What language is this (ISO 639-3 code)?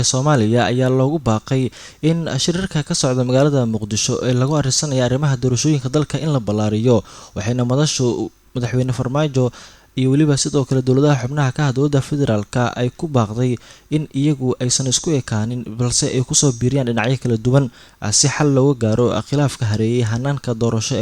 som